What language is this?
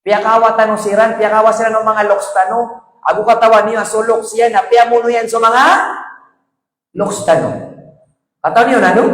Maranao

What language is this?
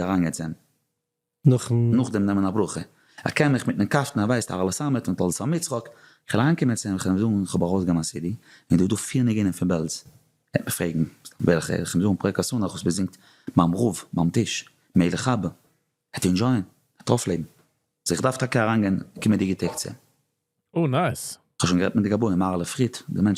Yiddish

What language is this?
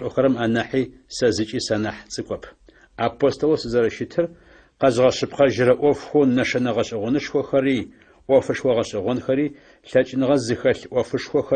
Adyghe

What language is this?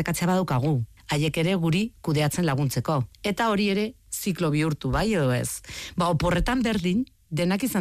Basque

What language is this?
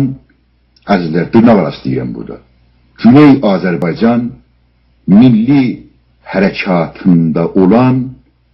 South Azerbaijani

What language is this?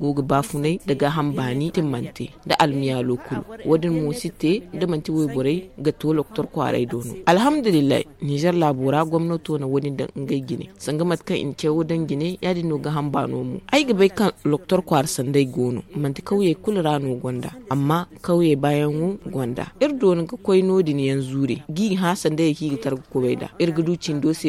Zarma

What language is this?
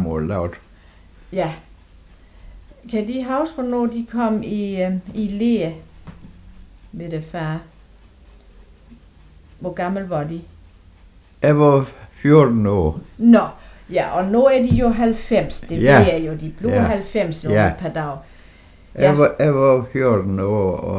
Danish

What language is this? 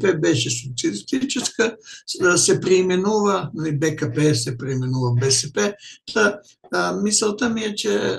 Bulgarian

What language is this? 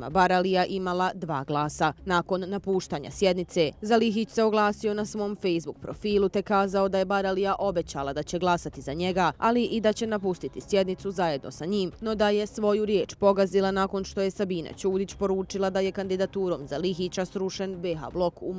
Bosnian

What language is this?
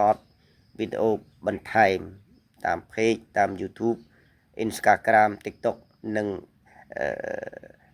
Khmer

